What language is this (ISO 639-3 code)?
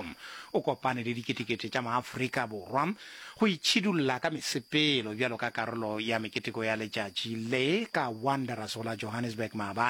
nso